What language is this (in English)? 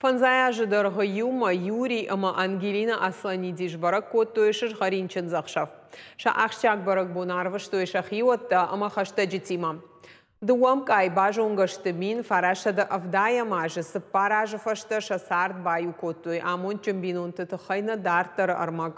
Ossetic